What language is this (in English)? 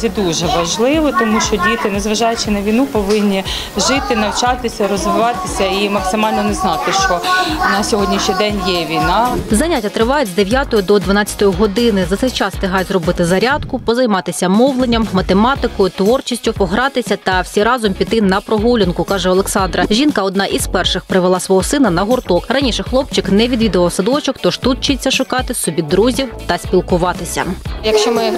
Ukrainian